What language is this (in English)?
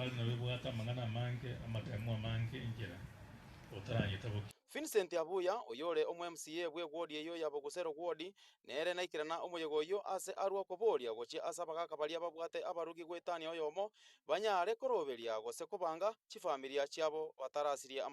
Gusii